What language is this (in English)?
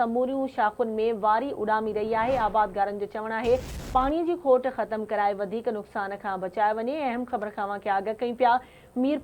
Sindhi